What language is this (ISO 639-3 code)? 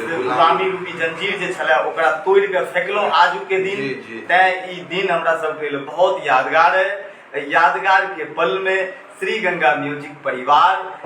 mai